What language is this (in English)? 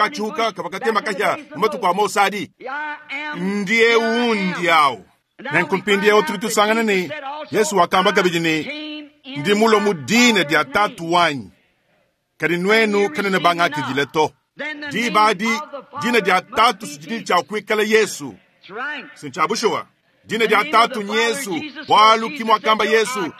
Luba-Lulua